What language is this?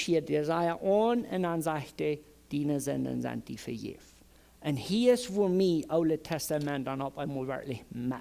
Plautdietsch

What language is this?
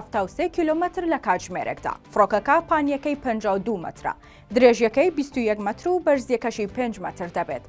Central Kurdish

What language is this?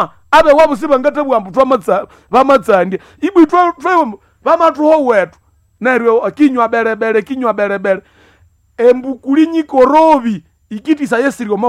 Nande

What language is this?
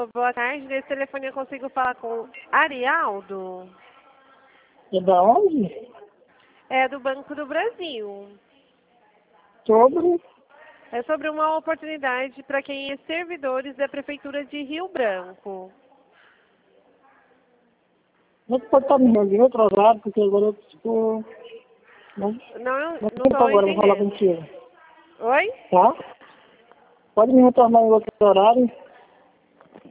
Portuguese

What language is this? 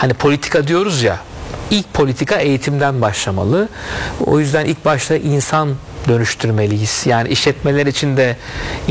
Turkish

